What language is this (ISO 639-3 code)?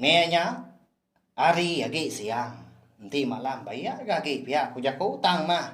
iba